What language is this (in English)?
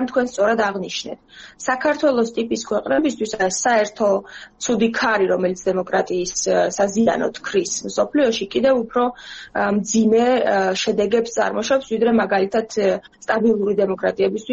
Georgian